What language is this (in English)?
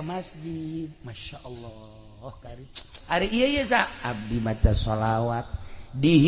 Sundanese